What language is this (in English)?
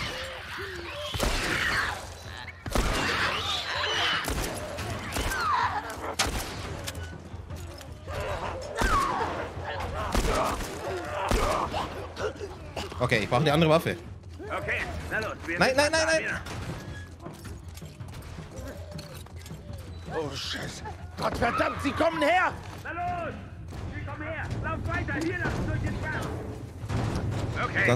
German